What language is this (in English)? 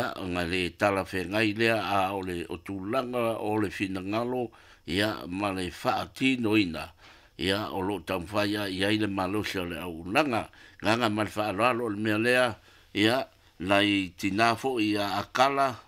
Samoan